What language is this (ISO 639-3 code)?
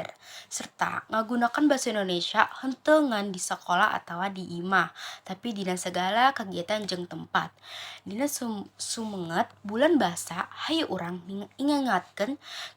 sun